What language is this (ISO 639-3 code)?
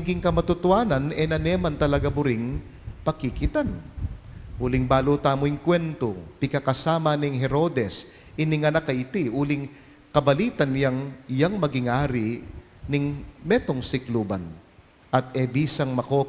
pam